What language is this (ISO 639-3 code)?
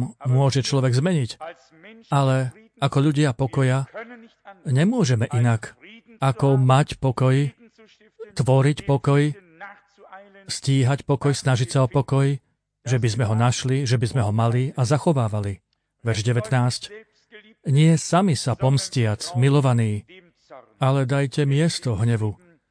slk